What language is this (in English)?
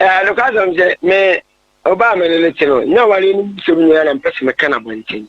Akan